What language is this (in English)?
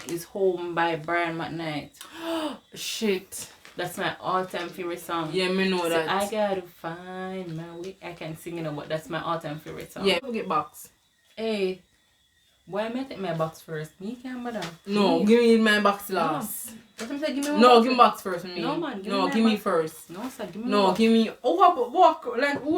Jamaican Creole English